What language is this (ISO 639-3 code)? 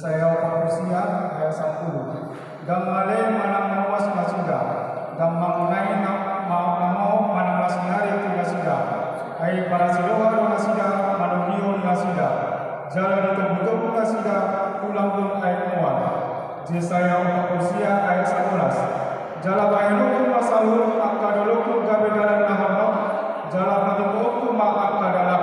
bbc